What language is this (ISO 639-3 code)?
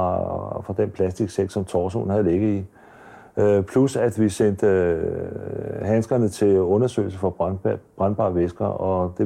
dan